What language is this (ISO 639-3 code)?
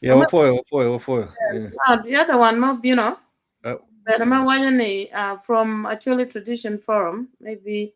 ach